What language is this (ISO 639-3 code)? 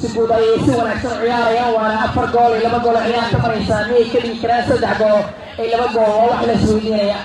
som